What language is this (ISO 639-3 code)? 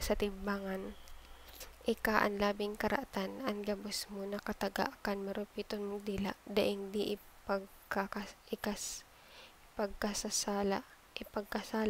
bik